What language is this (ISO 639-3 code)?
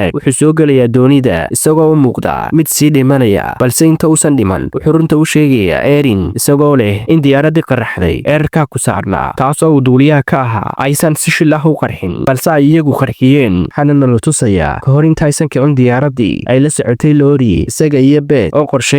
som